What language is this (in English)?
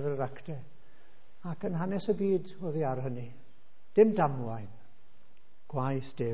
Welsh